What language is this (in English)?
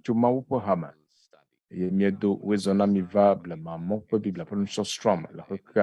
Ewe